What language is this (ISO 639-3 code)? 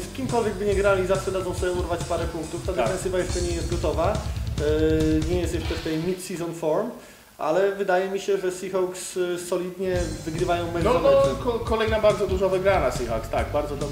pol